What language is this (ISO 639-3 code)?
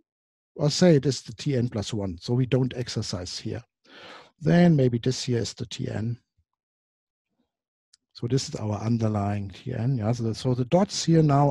eng